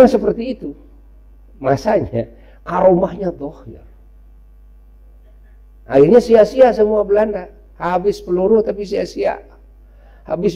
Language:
Indonesian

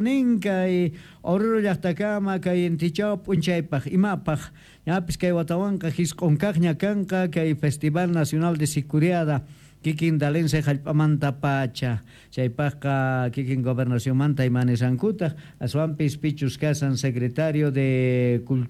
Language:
Quechua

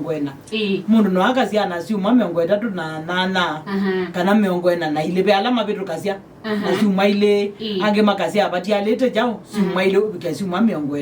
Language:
Kamba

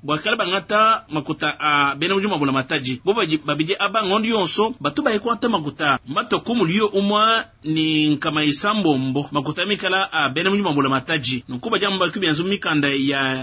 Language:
Luba-Lulua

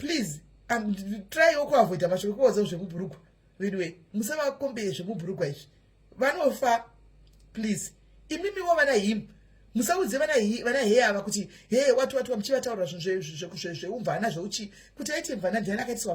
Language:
Shona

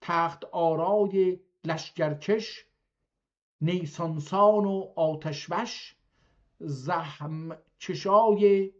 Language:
South Azerbaijani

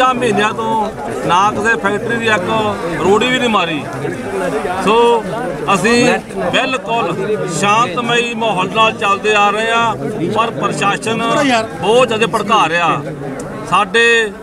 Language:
Punjabi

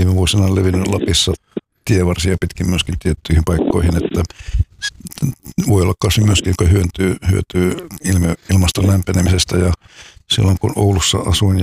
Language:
Finnish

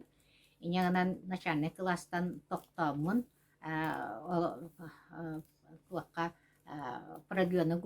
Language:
Yakut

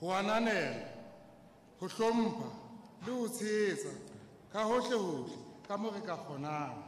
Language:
Southern Sotho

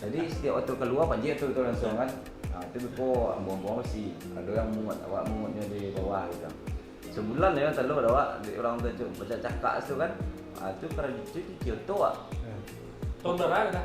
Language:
Minangkabau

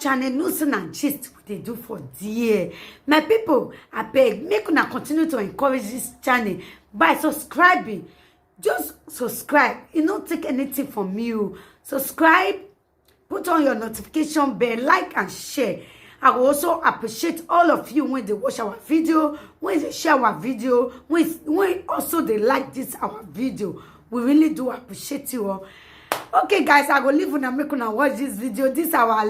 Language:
Nigerian Pidgin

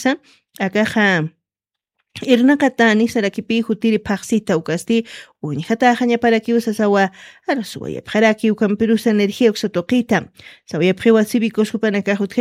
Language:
Aymara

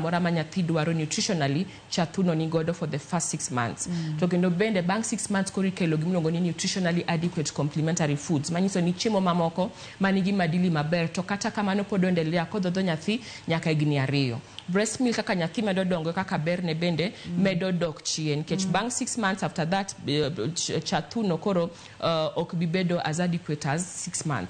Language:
Luo (Kenya and Tanzania)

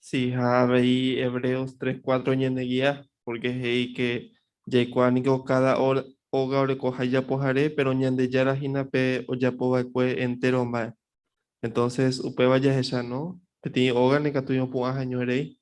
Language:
Guarani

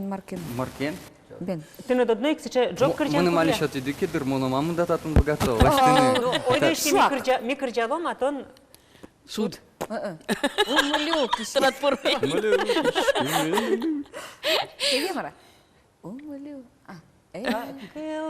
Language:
Udmurt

